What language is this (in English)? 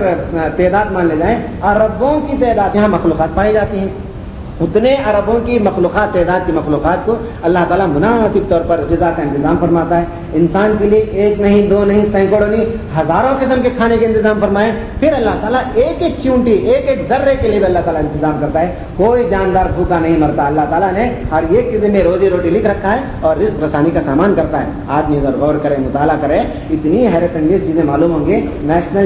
Urdu